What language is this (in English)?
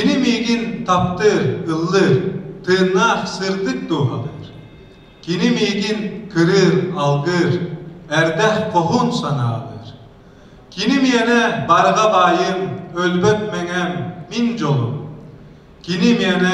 Yakut